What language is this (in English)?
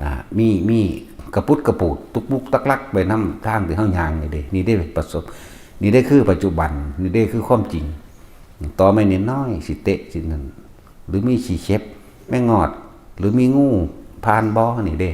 Northeastern Thai